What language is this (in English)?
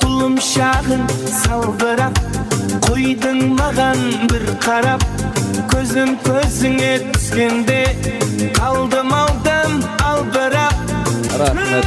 Kara-Kalpak